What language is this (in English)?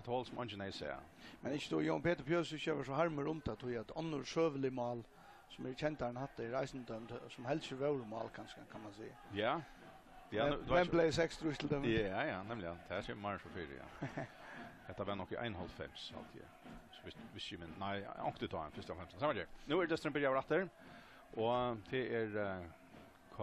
Faroese